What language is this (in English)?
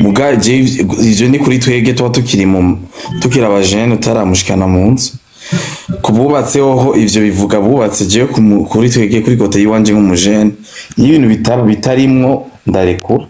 Rundi